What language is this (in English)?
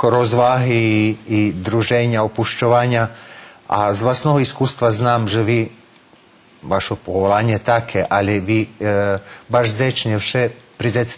Rusyn